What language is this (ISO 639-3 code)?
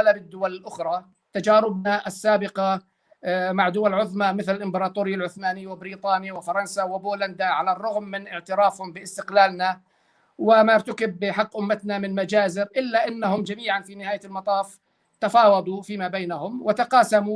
apc